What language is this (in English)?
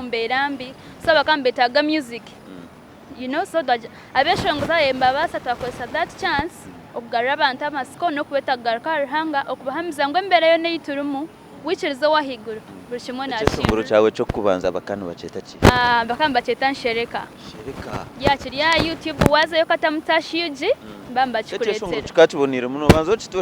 Nyankole